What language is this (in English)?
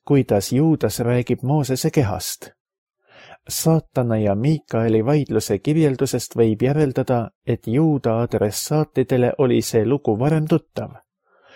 Estonian